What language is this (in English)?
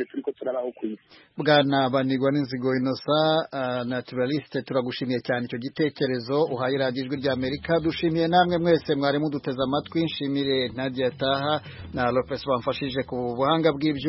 Kinyarwanda